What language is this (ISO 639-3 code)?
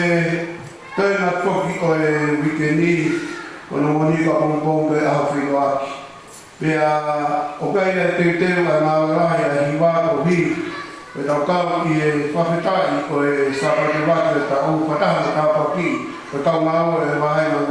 ton